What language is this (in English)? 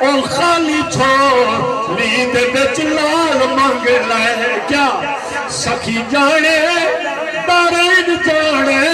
Saraiki